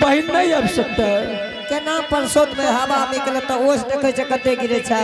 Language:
Angika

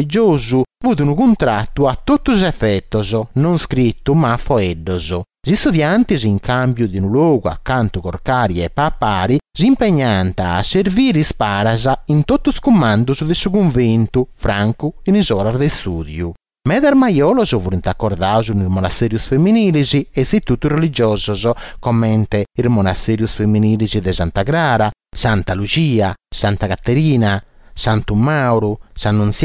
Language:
Sardinian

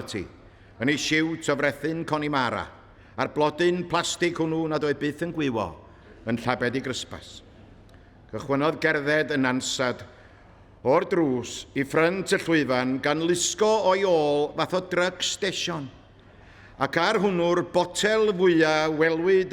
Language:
Welsh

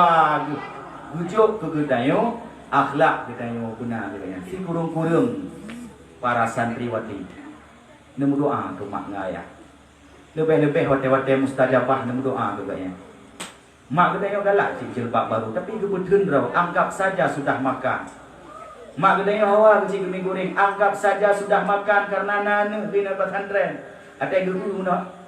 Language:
Achinese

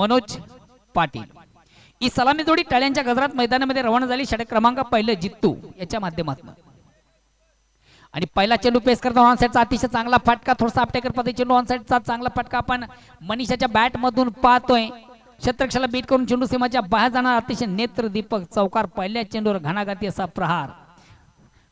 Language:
Marathi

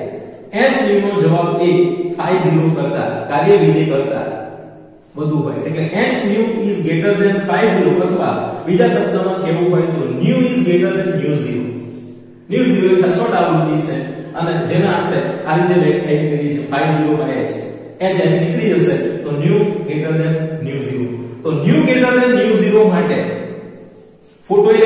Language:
Gujarati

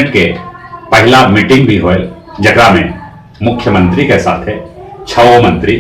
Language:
Magahi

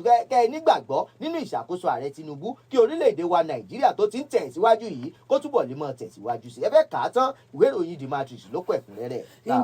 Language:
Yoruba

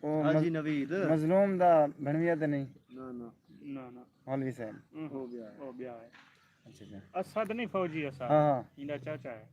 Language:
Saraiki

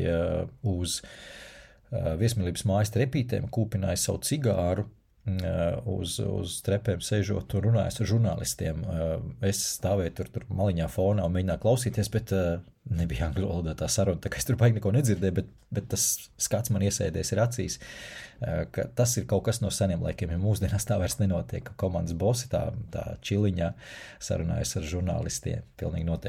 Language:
Latvian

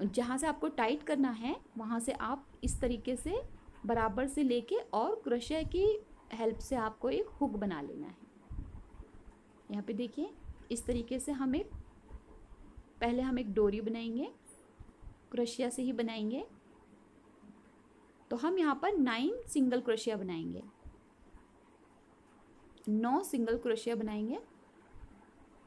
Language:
Hindi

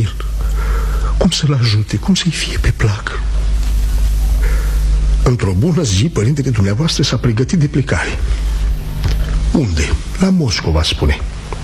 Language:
Romanian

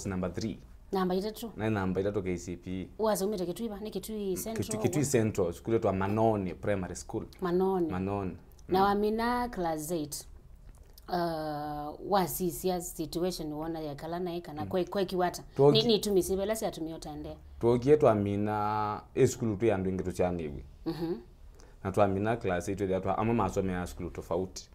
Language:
Kamba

